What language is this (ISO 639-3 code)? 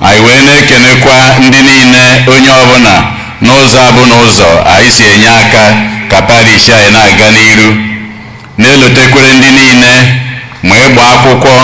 ibo